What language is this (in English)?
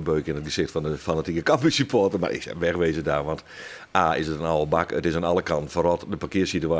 Western Frisian